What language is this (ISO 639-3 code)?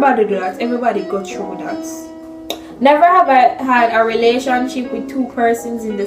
jam